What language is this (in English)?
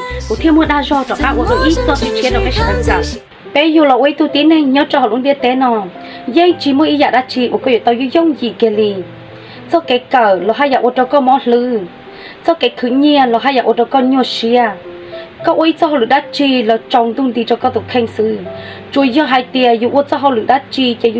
Hmong